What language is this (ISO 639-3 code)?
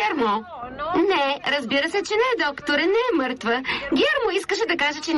bul